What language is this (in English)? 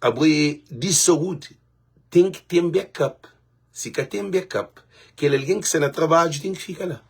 Kabuverdianu